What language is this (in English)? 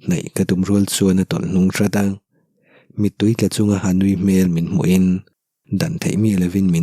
Mizo